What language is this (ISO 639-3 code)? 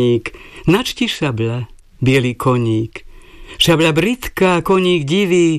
slk